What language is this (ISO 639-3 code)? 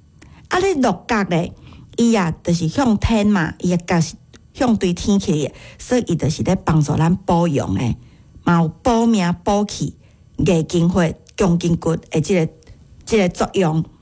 nan